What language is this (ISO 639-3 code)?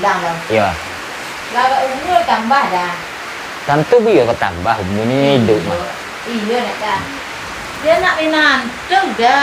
min